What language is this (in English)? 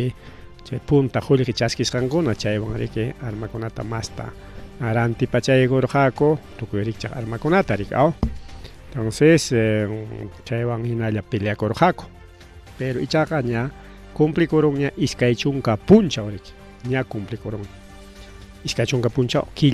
Ayacucho Quechua